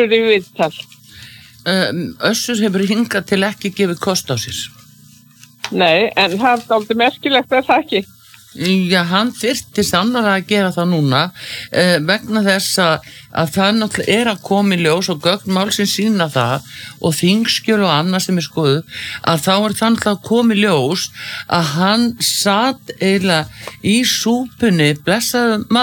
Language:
Icelandic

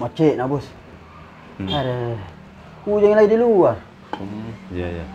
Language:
Makassar Malay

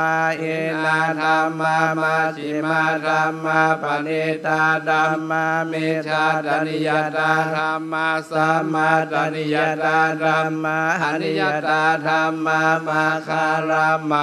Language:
Pali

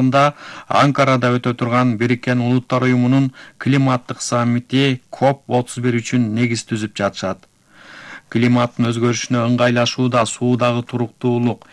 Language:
Kyrgyz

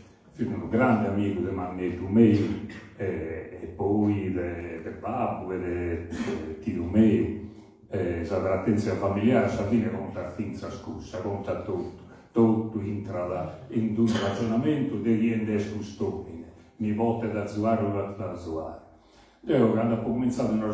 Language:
Sardinian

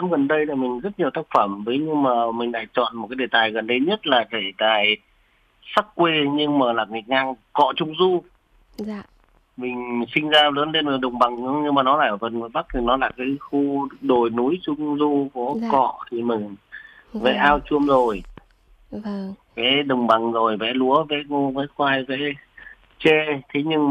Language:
Vietnamese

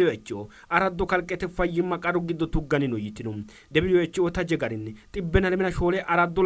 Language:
Sidamo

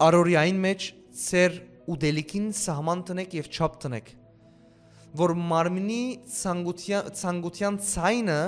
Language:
Western Armenian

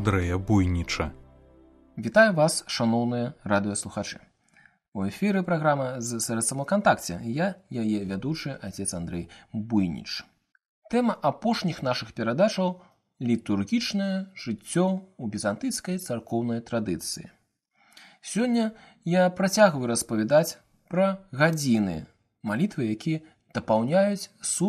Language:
Belarusian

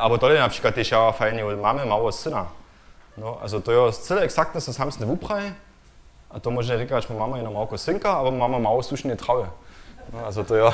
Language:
Upper Sorbian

